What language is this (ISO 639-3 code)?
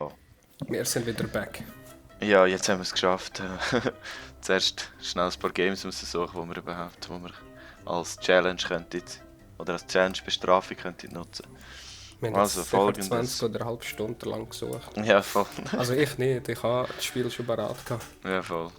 gsw